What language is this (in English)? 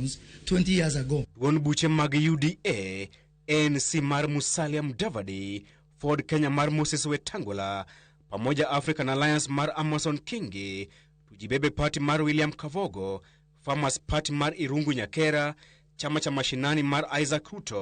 Luo (Kenya and Tanzania)